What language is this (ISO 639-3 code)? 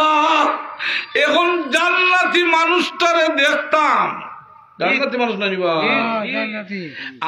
syl